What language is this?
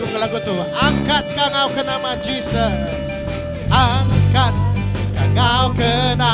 Iban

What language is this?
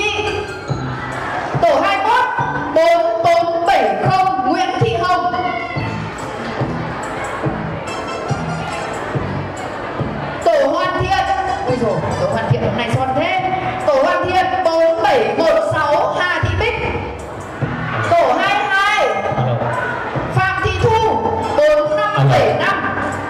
Vietnamese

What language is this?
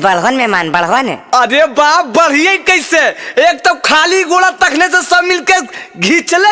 Magahi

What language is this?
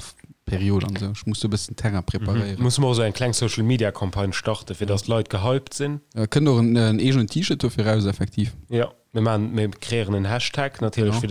Luxembourgish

